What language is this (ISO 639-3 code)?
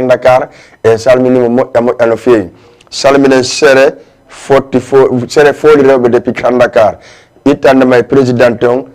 ful